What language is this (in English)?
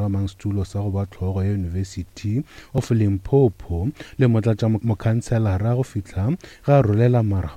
Northern Sotho